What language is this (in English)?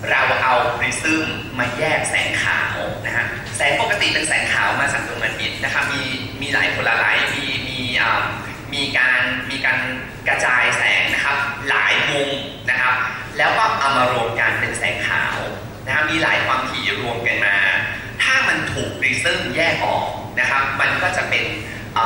Thai